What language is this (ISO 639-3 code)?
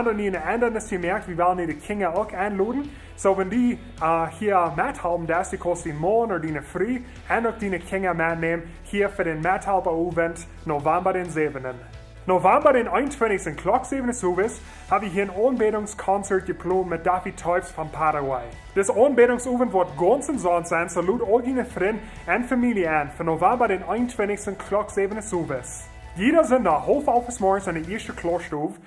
pdt